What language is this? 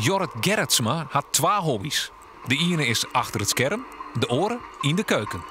Western Frisian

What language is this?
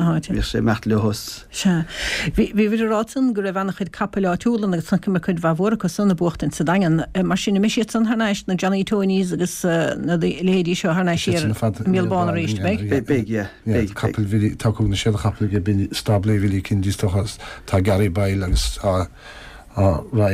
Irish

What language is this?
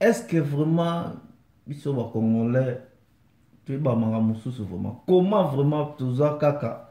Lingala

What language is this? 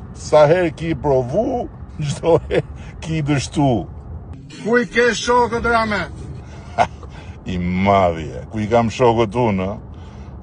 Albanian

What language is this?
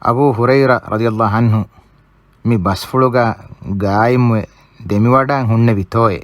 Divehi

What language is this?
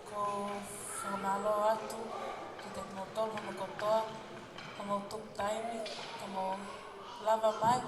Tongan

